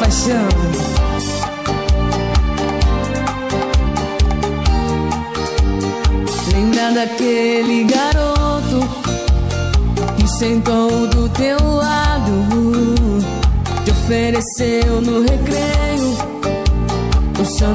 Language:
Portuguese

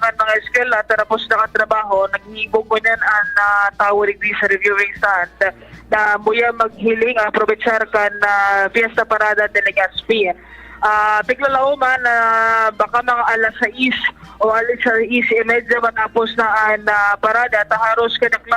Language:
Bikol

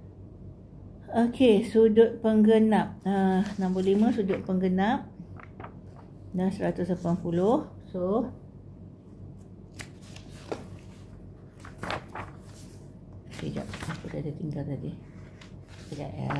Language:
Malay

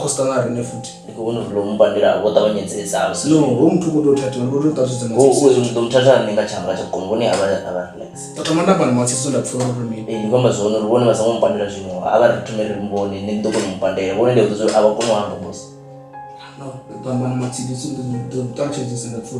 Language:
Venda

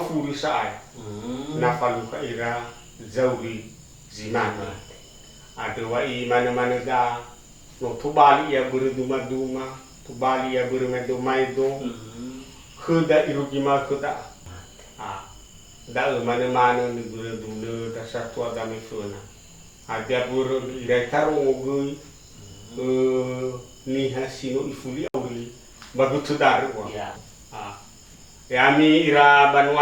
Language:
Nias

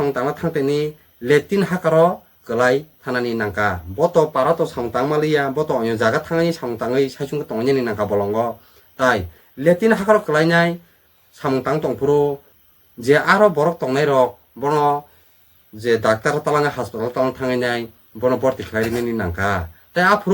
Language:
Kok Borok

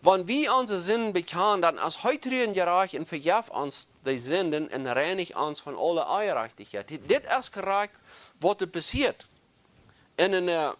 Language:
Plautdietsch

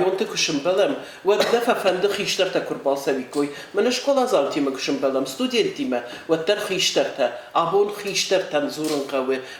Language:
Ossetic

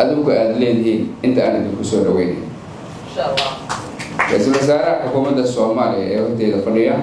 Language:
Somali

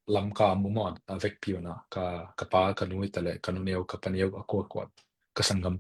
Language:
Tedim Chin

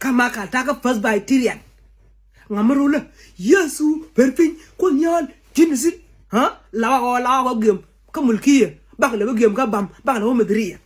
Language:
Nuer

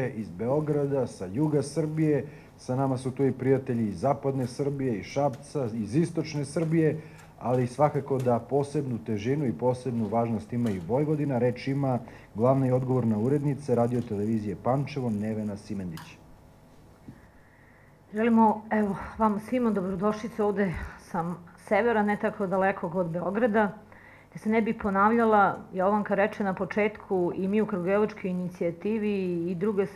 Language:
Serbian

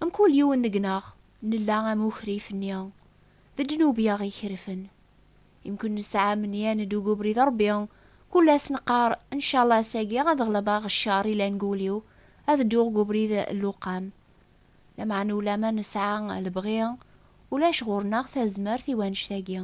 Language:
Kabyle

